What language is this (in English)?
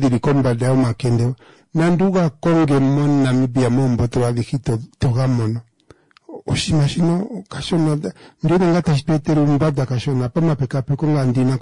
Kuanyama